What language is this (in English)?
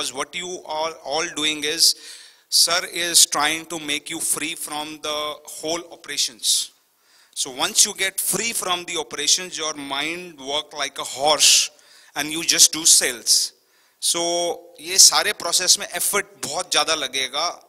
Hindi